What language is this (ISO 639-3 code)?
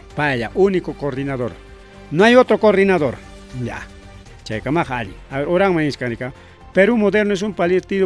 quy